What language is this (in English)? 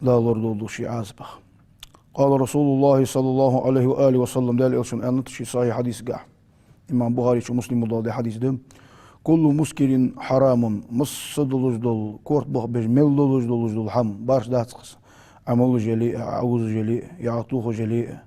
Ingush